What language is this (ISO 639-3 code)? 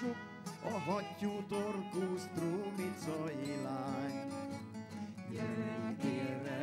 hun